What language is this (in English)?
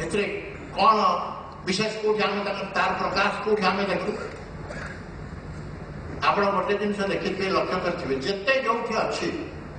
Odia